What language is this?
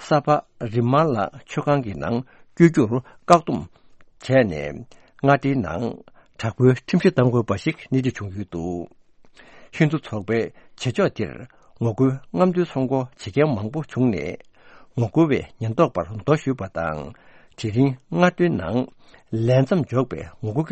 Tibetan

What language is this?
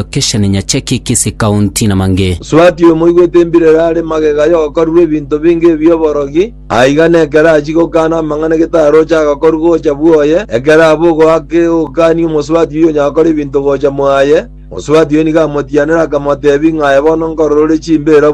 Gusii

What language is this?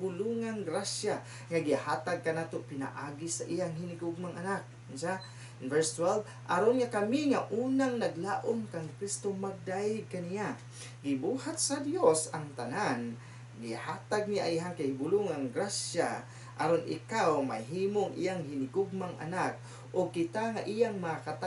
Cebuano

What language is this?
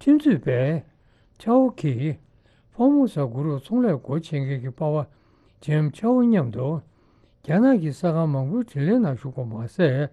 Tibetan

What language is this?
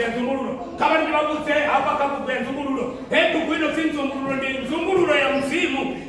Venda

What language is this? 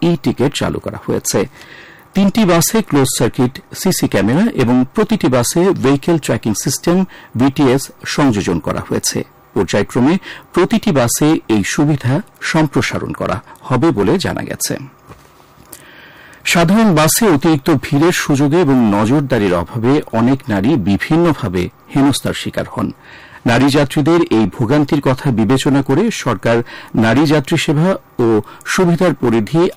Bangla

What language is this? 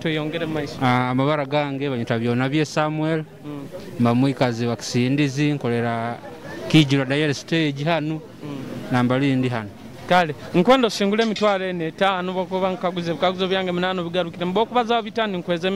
Nyoro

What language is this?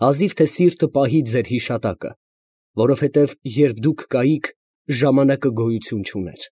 Armenian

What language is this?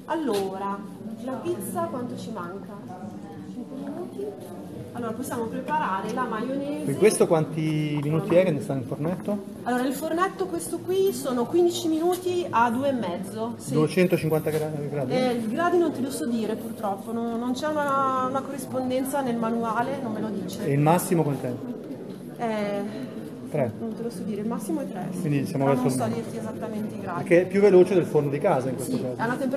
Italian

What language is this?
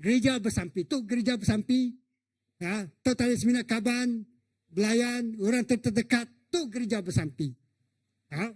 Iban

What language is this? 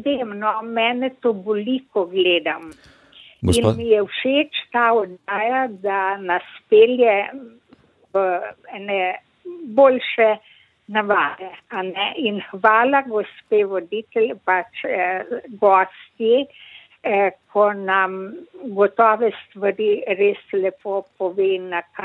Slovenian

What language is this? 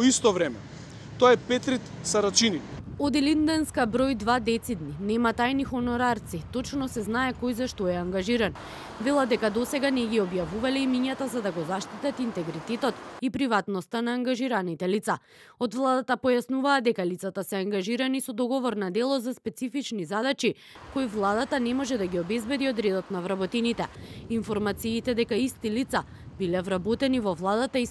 Macedonian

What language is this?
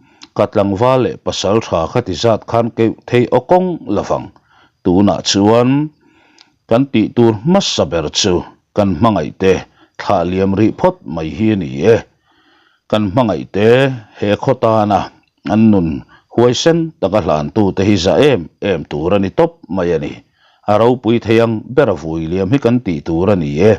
Mizo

